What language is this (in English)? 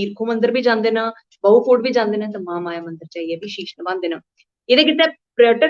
Dogri